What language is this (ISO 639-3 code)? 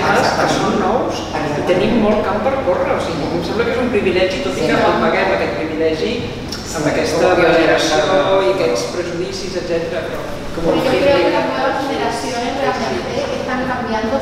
cat